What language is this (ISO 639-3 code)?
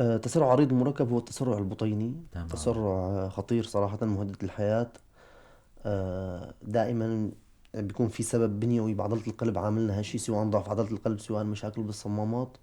apc